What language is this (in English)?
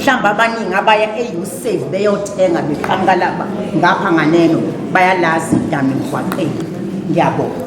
Zulu